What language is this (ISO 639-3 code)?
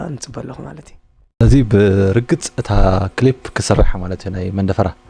tir